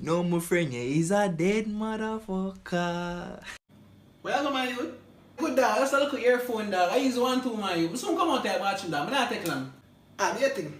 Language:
Jamaican Creole English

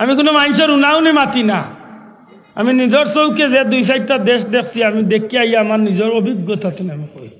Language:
Sylheti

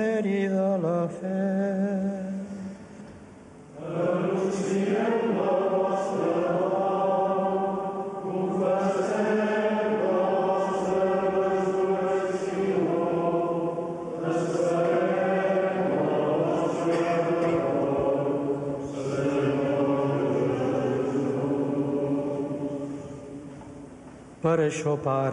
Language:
Catalan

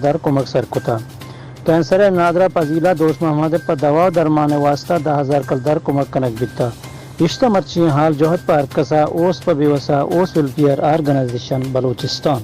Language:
Baluchi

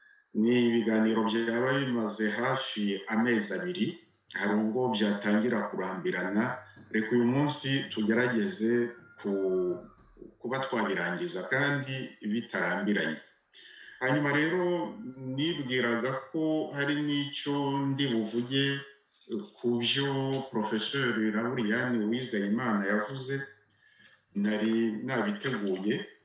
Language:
Kinyarwanda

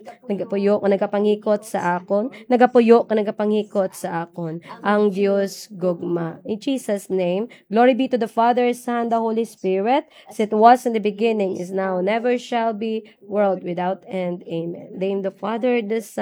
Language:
Hiligaynon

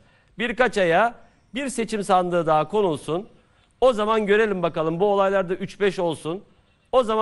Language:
Turkish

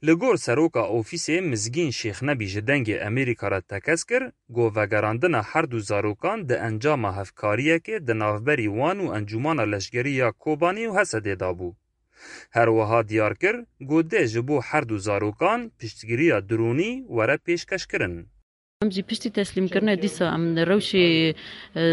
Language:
Kurdish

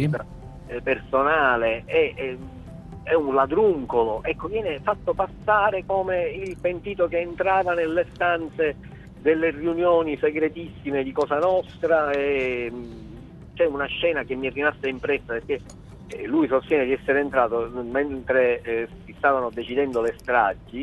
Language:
Italian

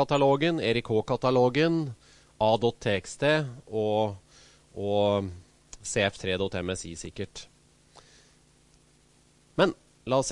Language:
Norwegian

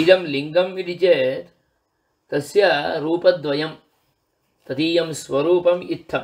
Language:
Sanskrit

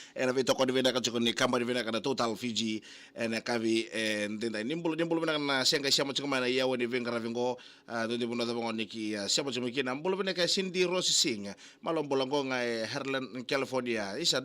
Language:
Fijian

